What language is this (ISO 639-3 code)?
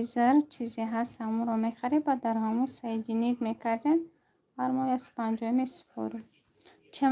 tgk